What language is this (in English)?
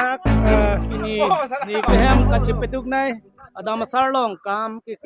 Karbi